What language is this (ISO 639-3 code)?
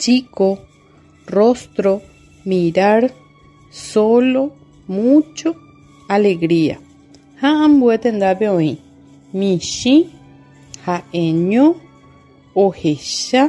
grn